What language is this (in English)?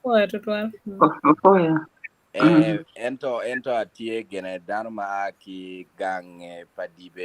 Acoli